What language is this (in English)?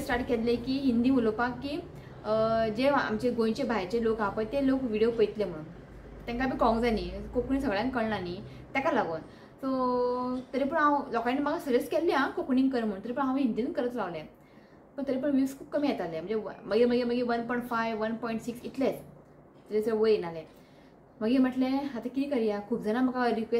Konkani